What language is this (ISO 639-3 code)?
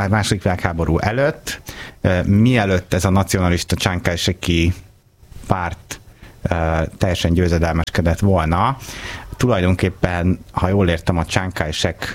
hun